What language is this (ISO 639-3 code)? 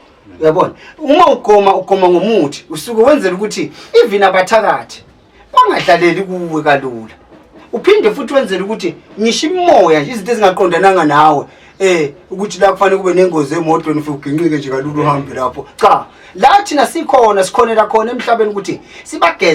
zul